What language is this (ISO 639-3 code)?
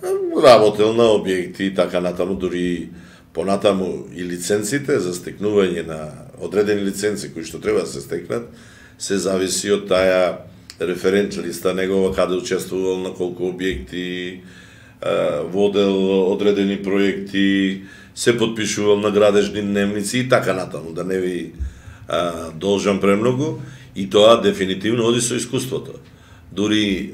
mkd